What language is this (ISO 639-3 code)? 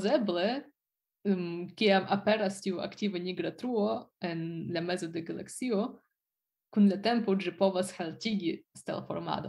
epo